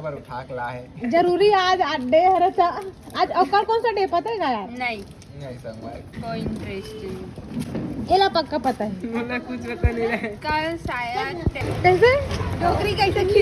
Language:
Chhattisgarhi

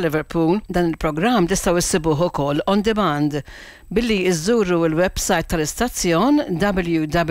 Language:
Maltese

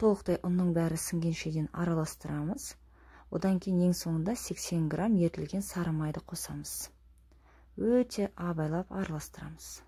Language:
Kazakh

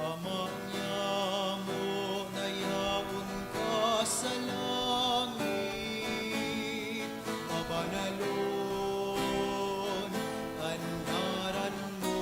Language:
Bikol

